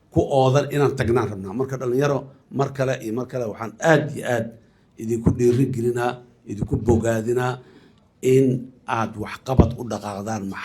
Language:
Somali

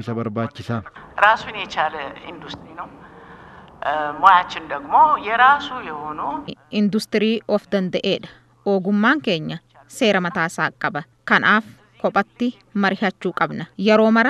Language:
Oromo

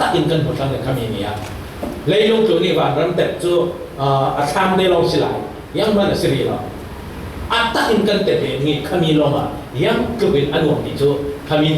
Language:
Falam Chin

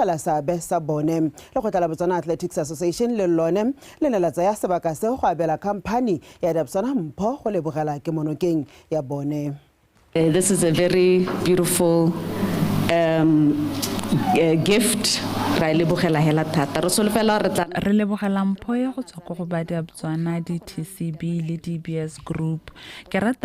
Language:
Tswana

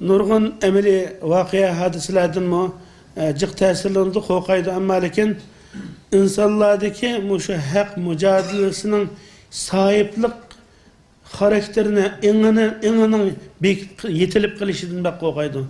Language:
Uyghur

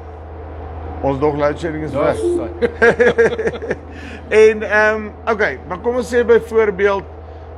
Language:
Afrikaans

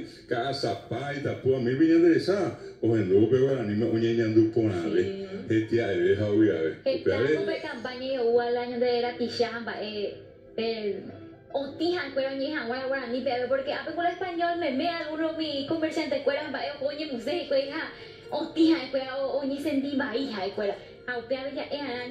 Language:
Guarani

